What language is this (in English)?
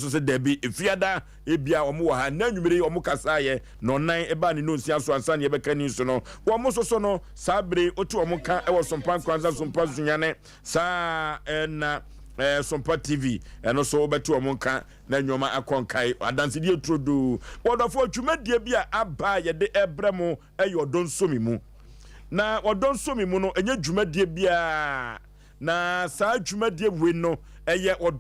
Akan